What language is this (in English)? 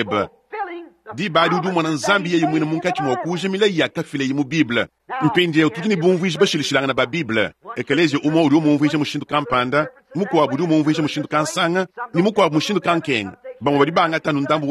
Luba-Lulua